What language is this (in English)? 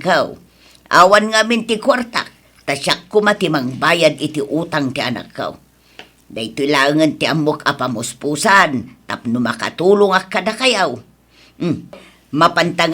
Iloko